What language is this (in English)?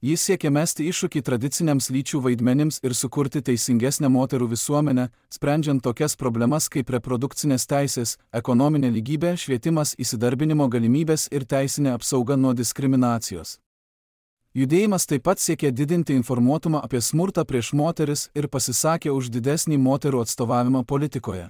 Lithuanian